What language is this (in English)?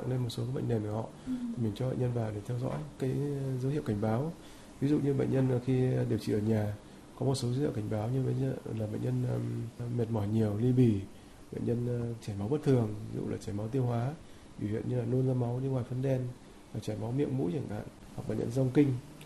Vietnamese